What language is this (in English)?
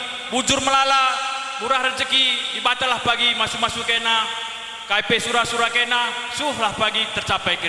Batak Karo